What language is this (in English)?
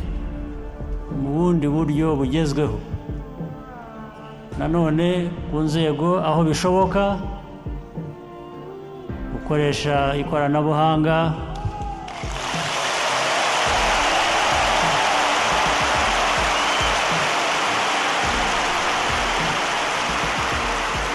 Kinyarwanda